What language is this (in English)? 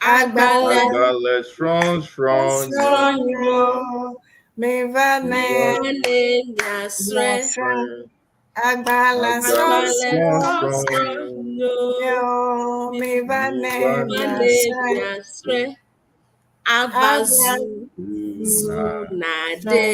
Ewe